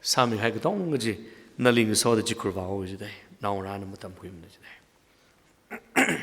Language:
Tangkhul Naga (India)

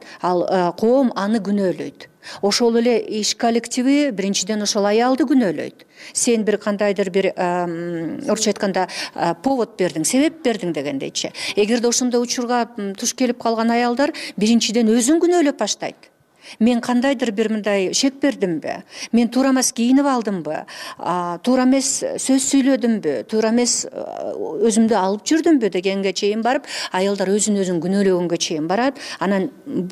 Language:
Kyrgyz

